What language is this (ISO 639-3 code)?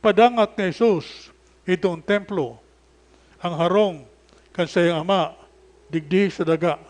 bik